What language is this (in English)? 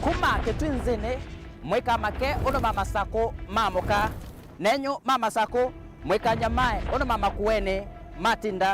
Kamba